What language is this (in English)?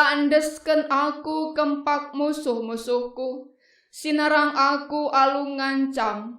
Batak Karo